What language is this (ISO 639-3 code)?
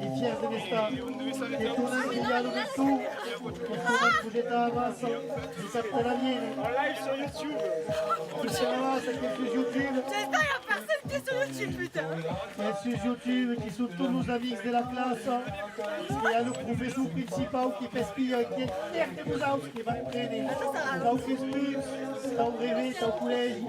oci